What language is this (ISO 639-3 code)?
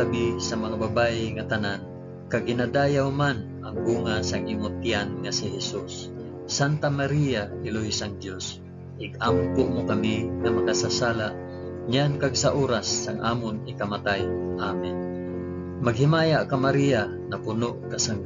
hil